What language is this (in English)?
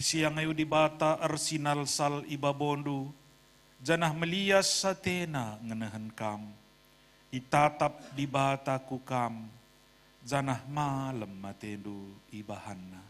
Batak Karo